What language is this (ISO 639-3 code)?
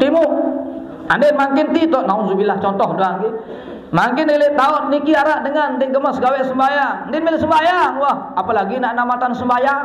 sas